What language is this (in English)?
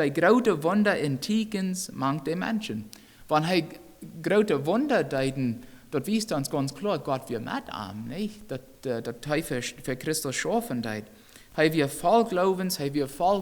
Plautdietsch